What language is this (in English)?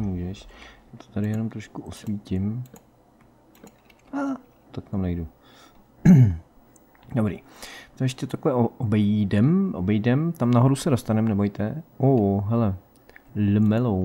Czech